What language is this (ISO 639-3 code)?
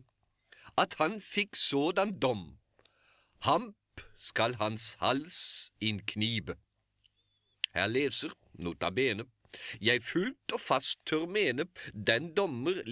nor